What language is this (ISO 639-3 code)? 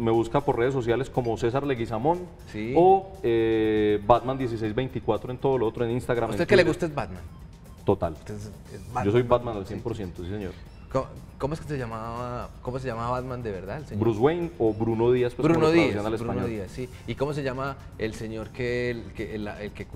spa